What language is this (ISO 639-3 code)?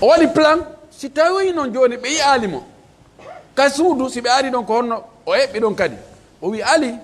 ful